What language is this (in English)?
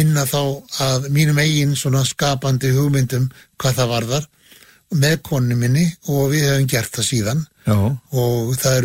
Icelandic